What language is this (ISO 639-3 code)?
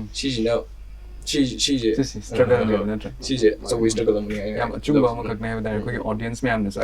mni